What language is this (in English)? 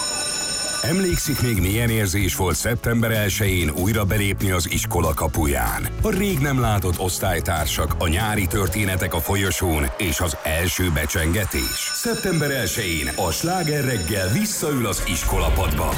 Hungarian